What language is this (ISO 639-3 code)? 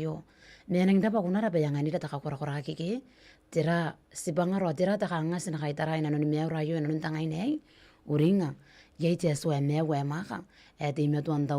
gil